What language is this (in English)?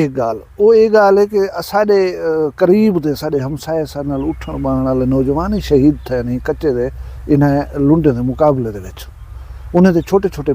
Saraiki